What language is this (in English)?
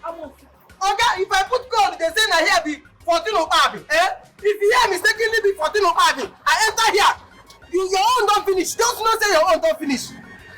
Nigerian Pidgin